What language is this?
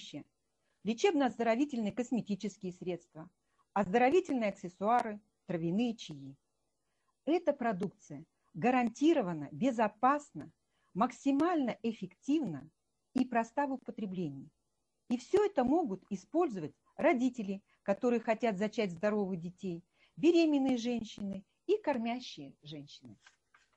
Russian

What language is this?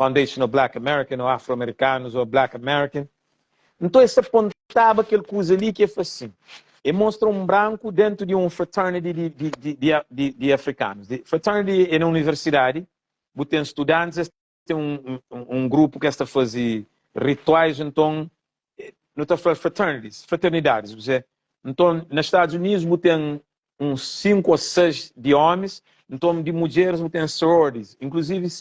Kabuverdianu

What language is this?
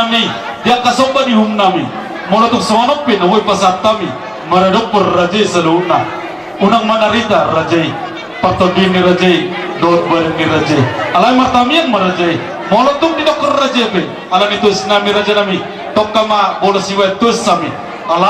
Batak Toba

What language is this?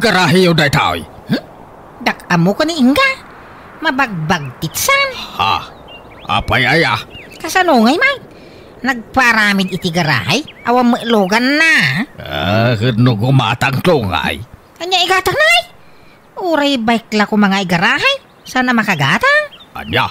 Iloko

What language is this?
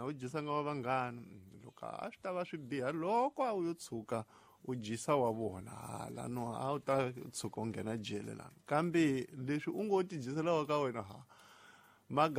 Tsonga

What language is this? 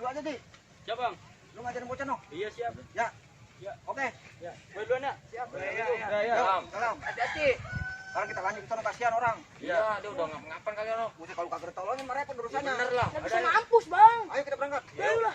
Betawi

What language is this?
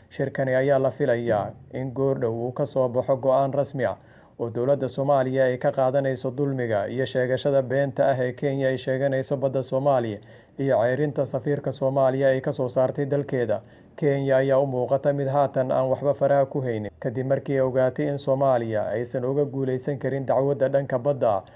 Somali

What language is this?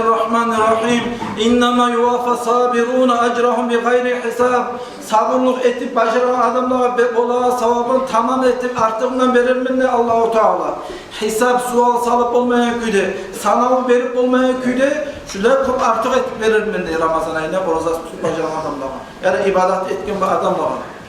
Kumyk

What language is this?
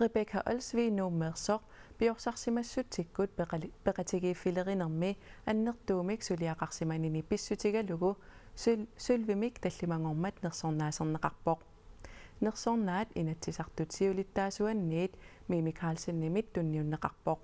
Kalaallisut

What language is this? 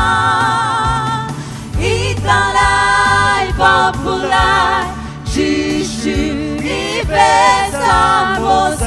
Poumei Naga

